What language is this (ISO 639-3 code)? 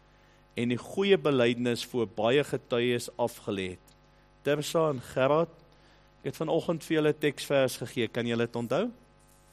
afr